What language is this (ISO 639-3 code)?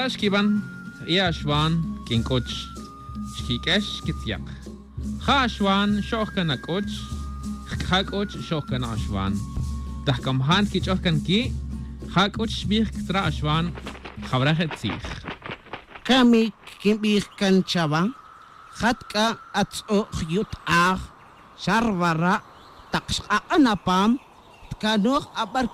heb